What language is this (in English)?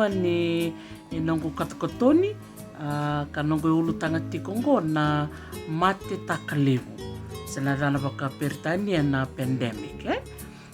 Fijian